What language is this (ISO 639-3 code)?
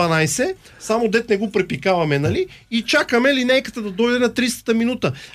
bul